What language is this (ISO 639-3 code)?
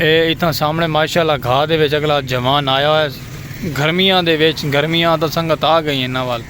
skr